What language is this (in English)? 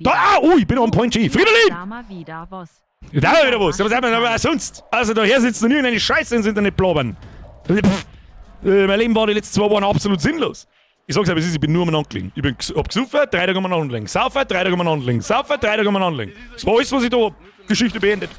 Bavarian